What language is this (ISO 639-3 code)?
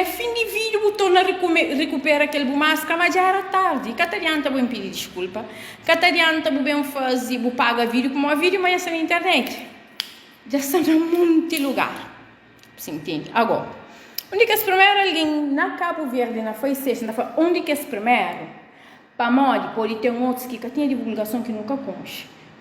kea